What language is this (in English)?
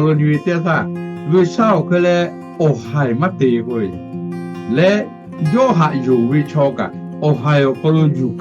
Lahu